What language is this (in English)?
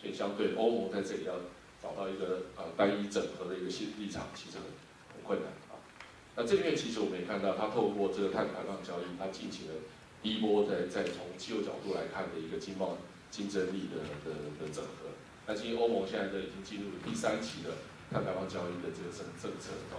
Chinese